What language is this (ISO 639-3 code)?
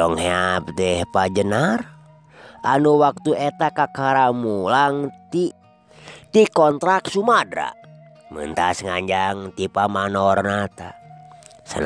sun